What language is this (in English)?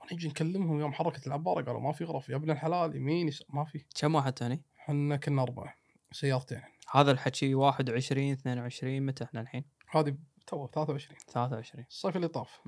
Gulf Arabic